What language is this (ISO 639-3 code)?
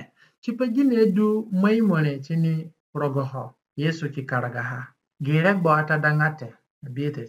zne